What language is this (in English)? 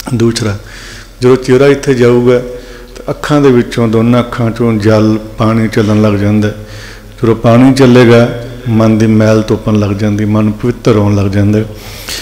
Punjabi